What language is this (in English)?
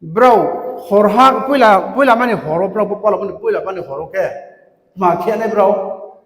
Riang (India)